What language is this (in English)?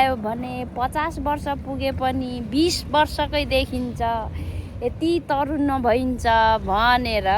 Nepali